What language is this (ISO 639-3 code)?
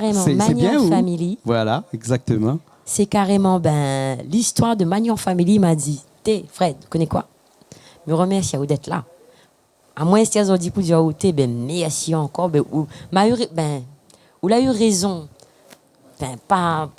rcf